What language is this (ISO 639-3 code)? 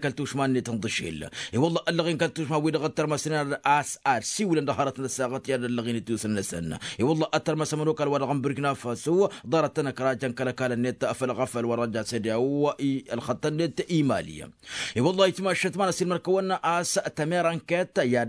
taq